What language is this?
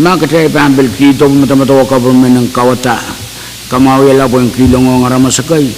Pohnpeian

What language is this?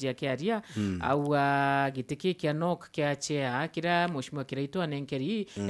Meru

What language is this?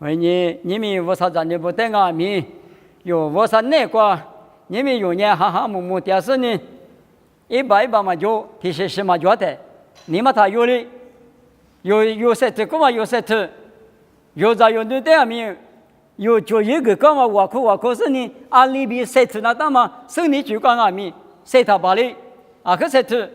Lisu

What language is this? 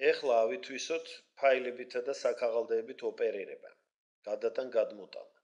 Georgian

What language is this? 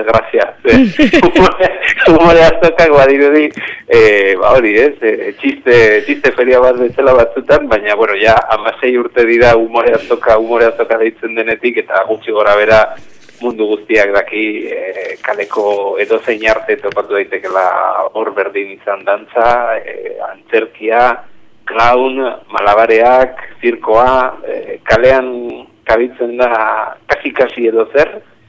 Basque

